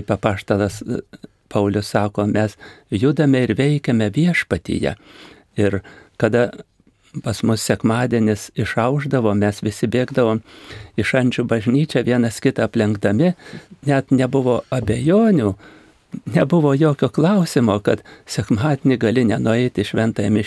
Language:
Lithuanian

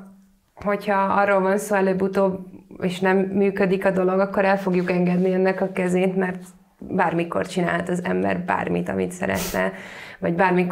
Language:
Hungarian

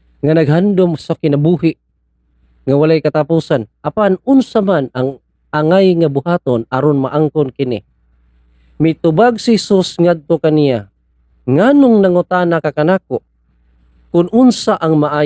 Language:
Cebuano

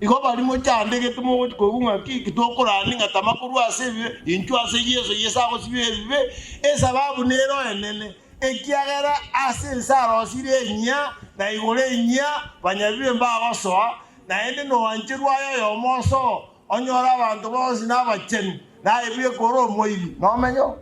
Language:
Gusii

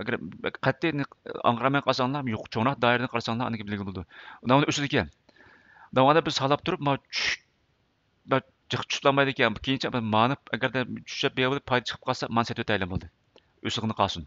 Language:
Uyghur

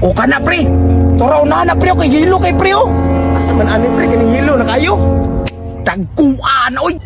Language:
Cebuano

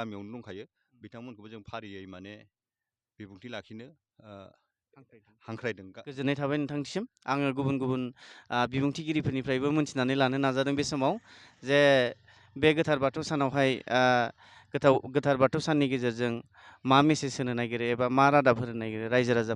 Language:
Bodo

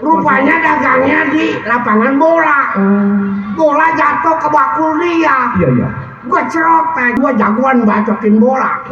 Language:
Betawi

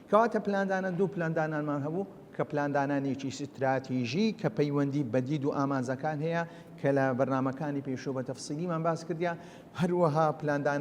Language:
Central Kurdish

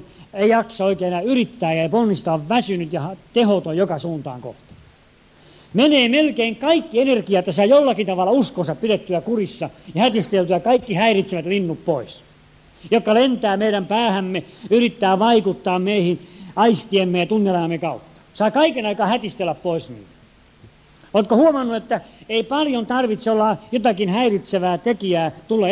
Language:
Finnish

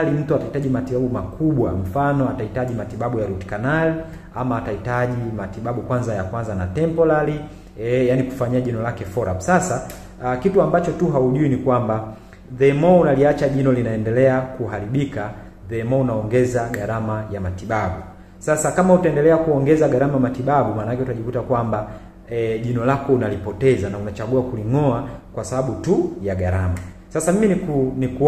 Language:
Swahili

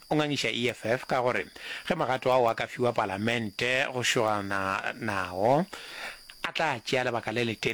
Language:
Northern Sotho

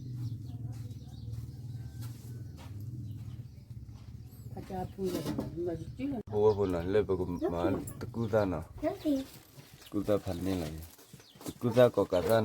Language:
S'gaw Karen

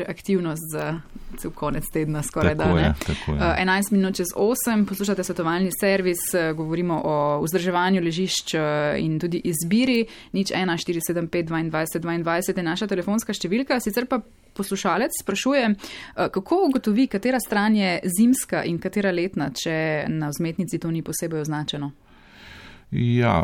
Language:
Slovenian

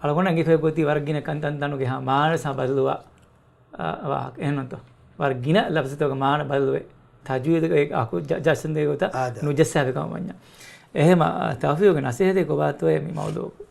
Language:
Divehi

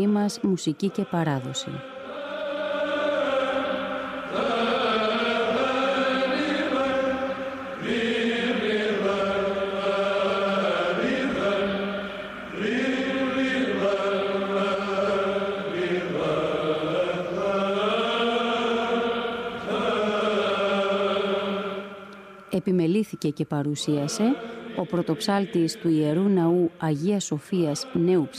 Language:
Greek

